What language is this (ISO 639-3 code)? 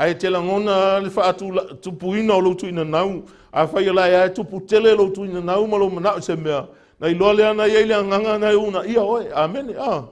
smo